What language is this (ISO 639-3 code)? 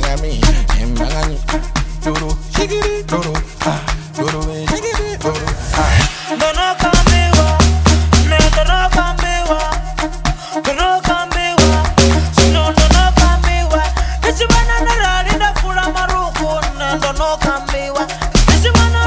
swa